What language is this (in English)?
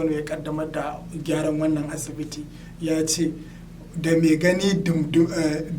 Hausa